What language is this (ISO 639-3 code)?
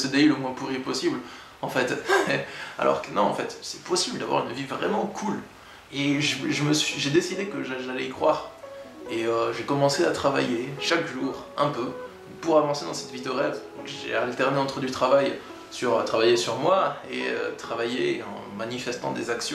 fra